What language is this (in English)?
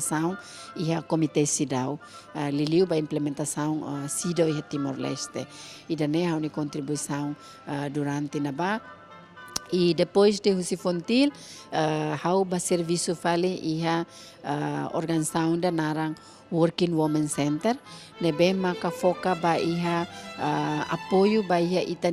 Tetum